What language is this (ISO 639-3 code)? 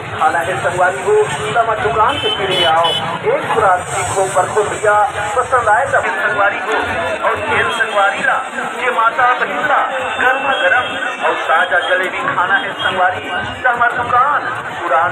hne